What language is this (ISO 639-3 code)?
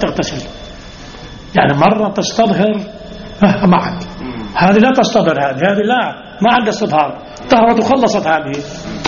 ara